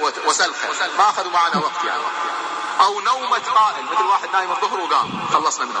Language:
Najdi Arabic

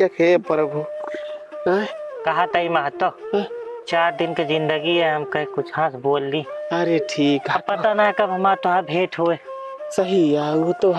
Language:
Awadhi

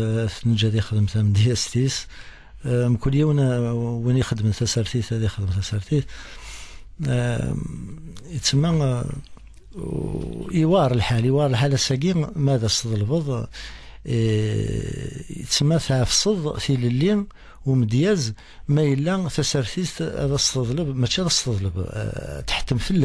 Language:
Kabyle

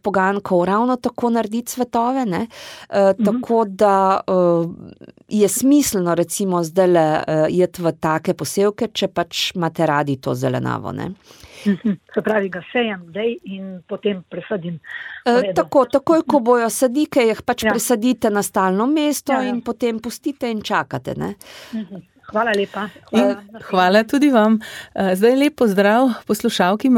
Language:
Slovenian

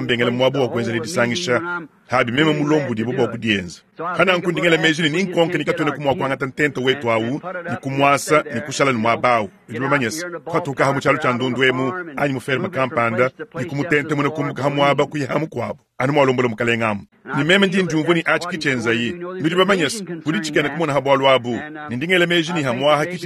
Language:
Luba-Lulua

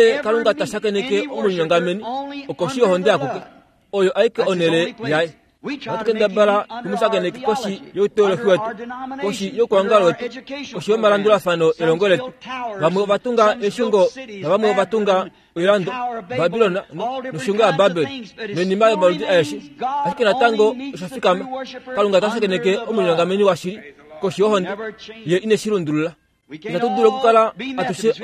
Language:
Kuanyama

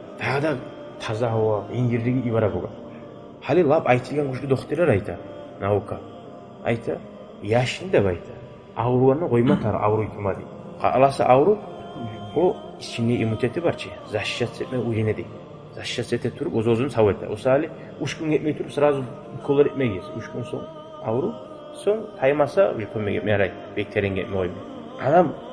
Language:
Kumyk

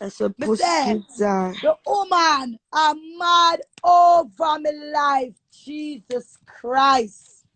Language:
Jamaican Creole English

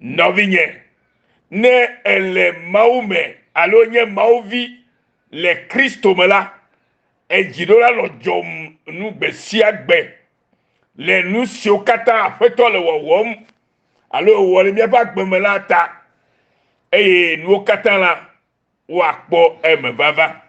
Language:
Ewe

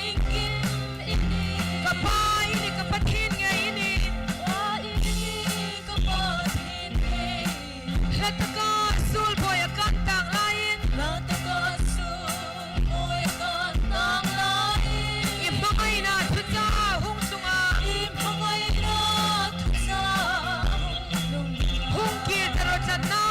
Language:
Hmar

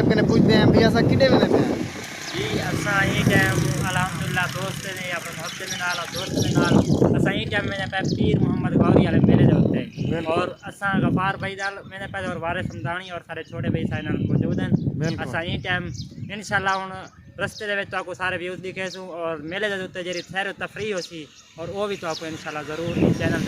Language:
Saraiki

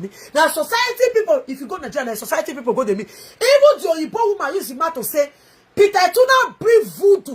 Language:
Nigerian Pidgin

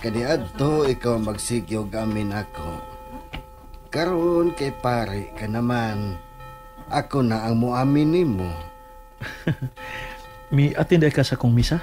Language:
Cebuano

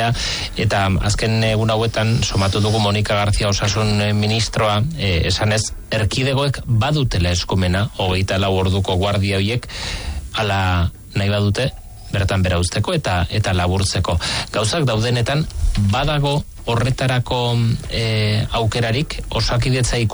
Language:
Basque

